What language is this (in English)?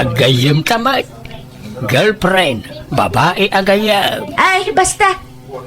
Iloko